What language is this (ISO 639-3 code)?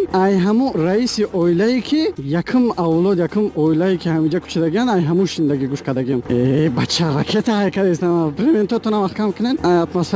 tgk